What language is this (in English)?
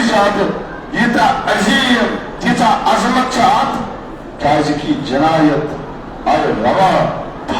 Kashmiri